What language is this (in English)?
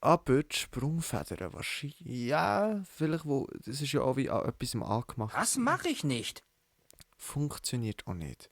Swiss German